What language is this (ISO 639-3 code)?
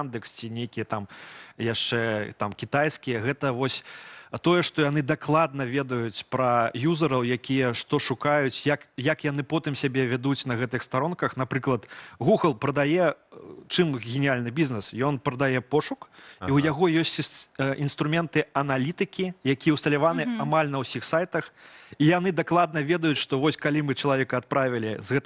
bel